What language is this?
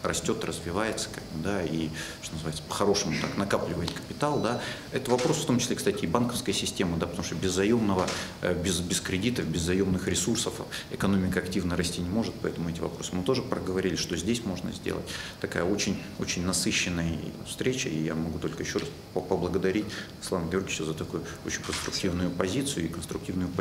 Russian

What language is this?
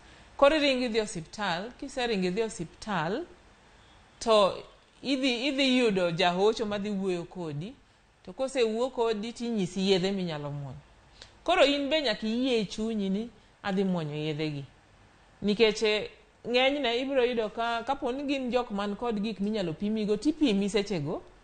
Luo (Kenya and Tanzania)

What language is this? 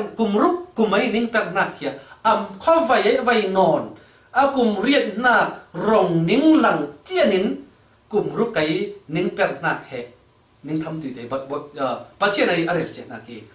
Falam Chin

